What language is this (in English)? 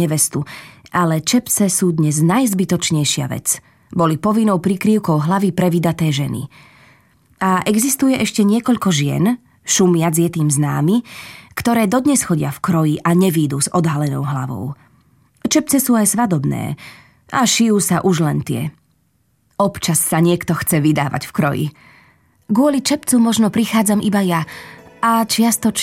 Slovak